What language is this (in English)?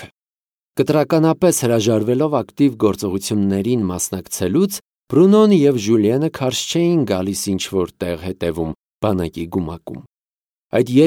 Armenian